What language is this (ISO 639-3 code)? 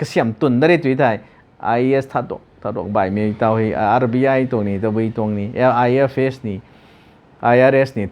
nbu